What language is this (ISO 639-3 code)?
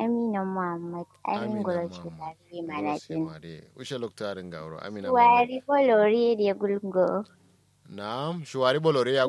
kau